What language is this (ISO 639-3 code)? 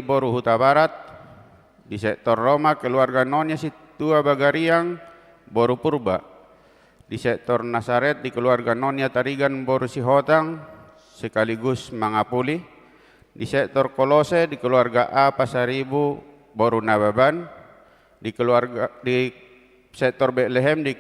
bbc